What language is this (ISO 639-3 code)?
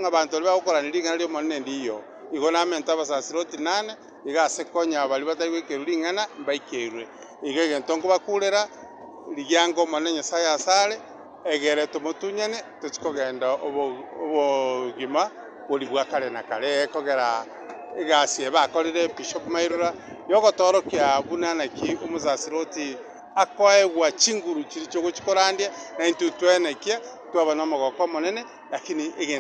guz